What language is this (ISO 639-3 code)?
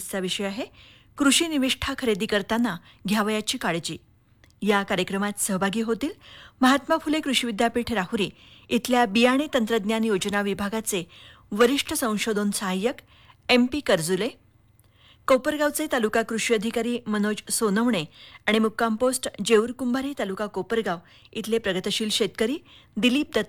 mar